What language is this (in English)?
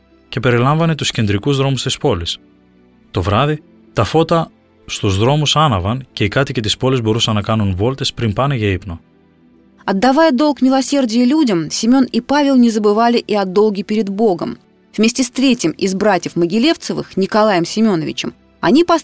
Greek